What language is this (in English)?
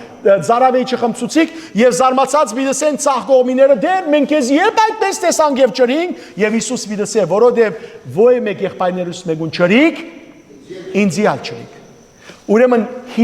Western Armenian